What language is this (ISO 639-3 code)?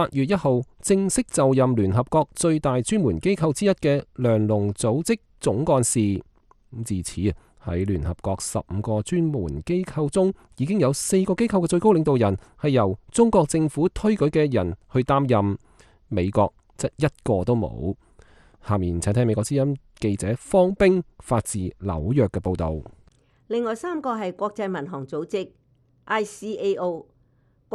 yue